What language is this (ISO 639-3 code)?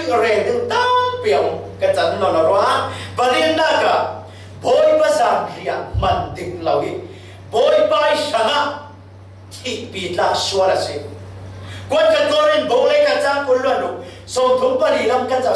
cfm